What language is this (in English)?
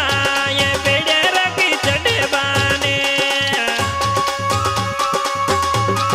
Bhojpuri